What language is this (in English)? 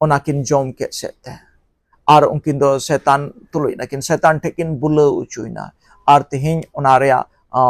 Santali